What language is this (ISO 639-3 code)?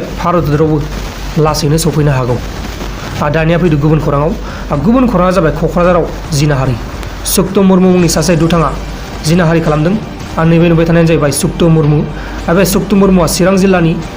brx